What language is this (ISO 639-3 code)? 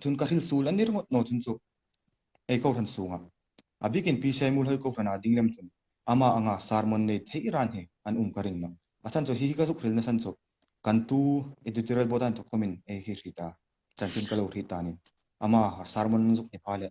hmr